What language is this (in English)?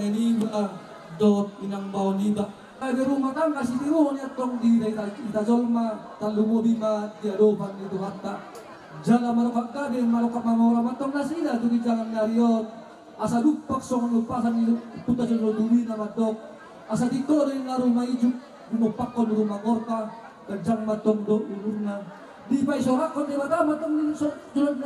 Batak Toba